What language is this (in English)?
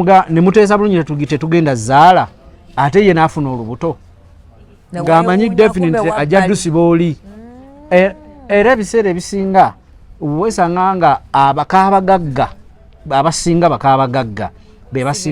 Ganda